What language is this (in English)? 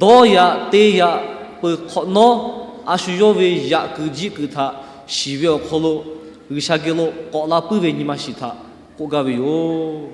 Lahu